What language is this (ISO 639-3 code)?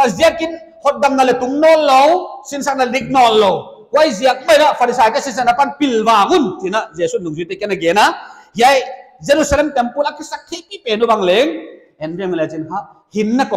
pck